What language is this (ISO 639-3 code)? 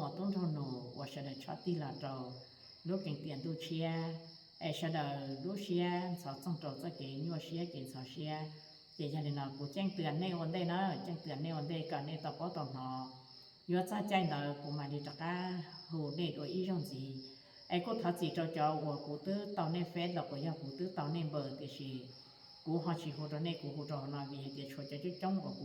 hmn